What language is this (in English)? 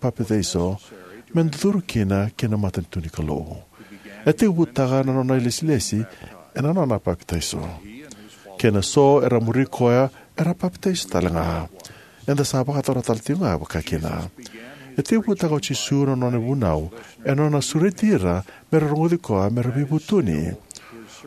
Fijian